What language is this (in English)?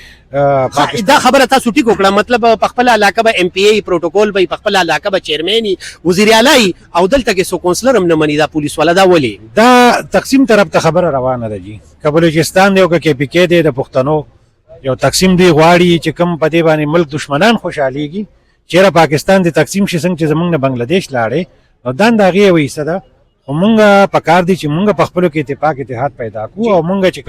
Pashto